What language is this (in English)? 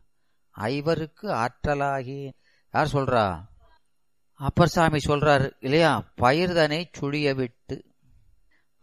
Tamil